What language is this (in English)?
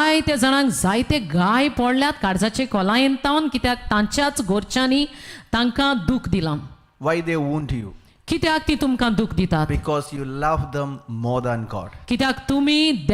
Konkani